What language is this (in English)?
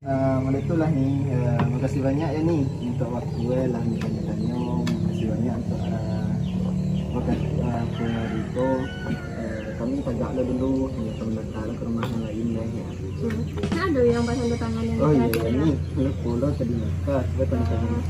Minangkabau